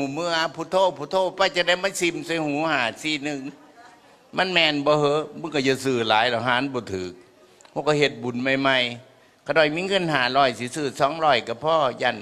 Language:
Northeastern Thai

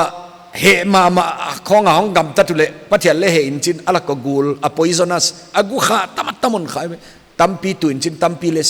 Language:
Paite Chin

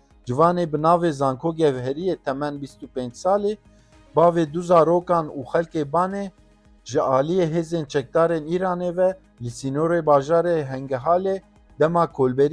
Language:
Kurdish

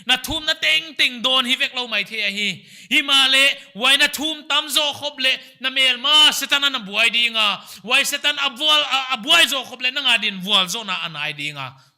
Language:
Paite Chin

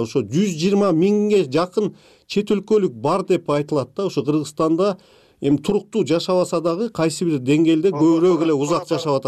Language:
Kyrgyz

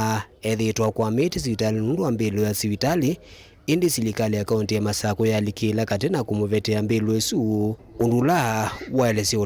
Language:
Kamba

